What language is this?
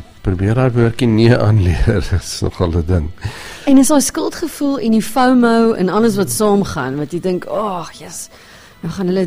Afrikaans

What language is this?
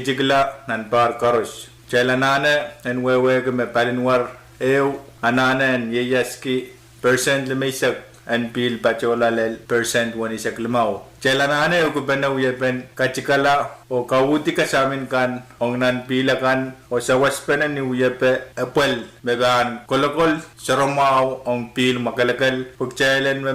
Pohnpeian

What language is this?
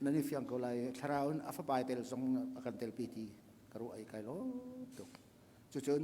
Hakha Chin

